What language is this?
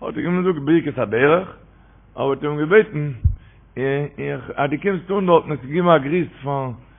Yiddish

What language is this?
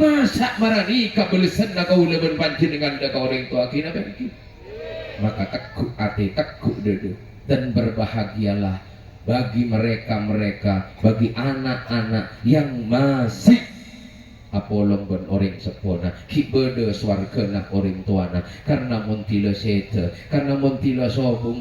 Madurese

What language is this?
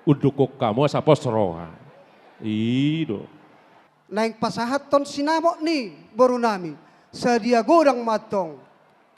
Batak Toba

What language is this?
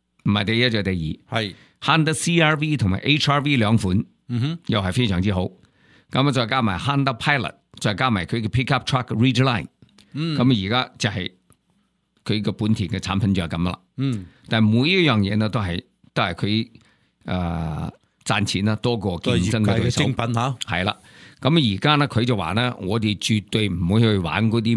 Cantonese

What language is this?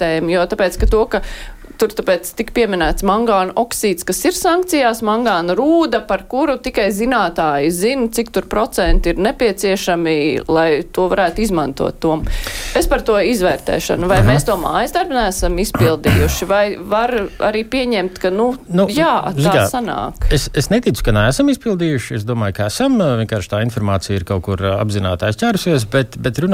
Latvian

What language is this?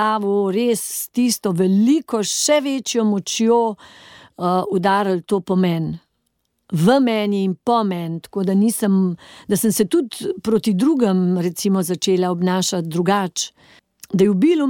Slovenian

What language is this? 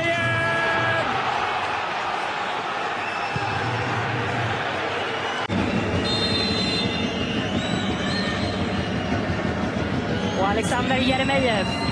Swedish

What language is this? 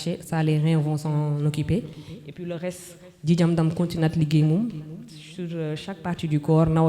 Fula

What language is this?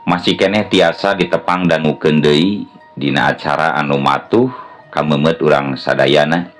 Sundanese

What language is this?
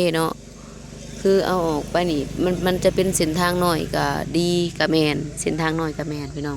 Northeastern Thai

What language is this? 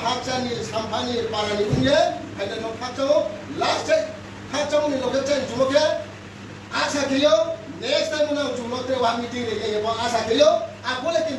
Riang (India)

